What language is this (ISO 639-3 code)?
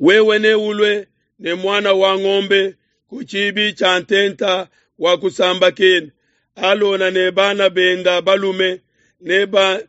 lua